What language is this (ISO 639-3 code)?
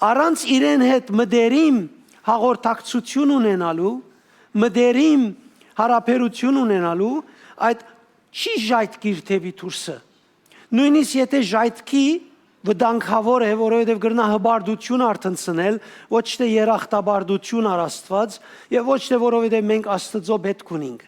hyw